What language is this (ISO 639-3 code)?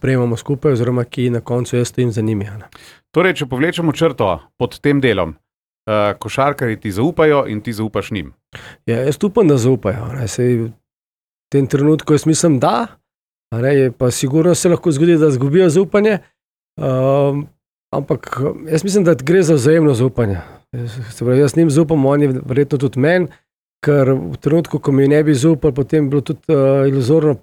slv